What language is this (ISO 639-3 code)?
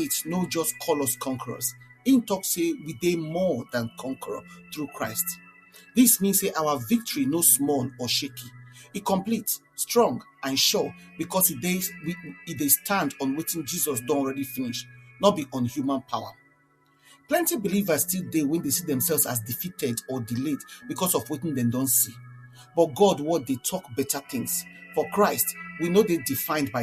pcm